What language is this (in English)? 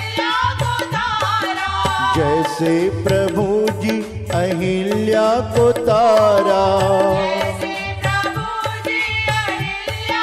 Hindi